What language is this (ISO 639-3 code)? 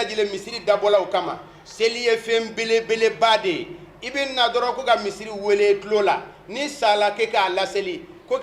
bam